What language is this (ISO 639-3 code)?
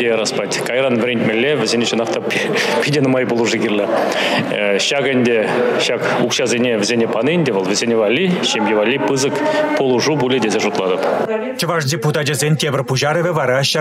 chv